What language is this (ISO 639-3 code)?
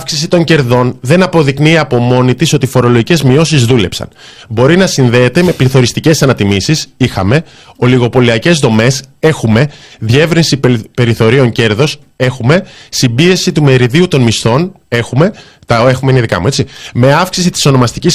ell